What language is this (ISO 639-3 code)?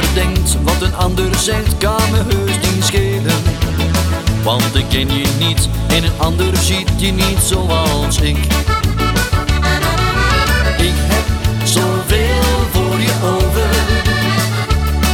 nld